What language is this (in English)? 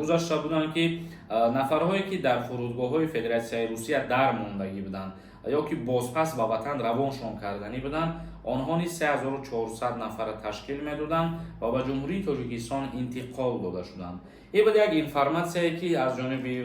Tajik